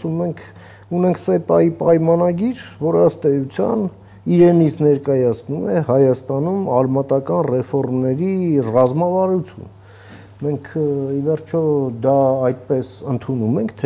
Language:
Armenian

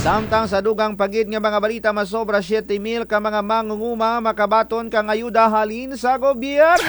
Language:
Kinaray-a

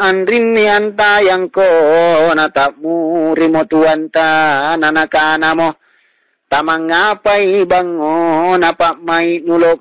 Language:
Makasar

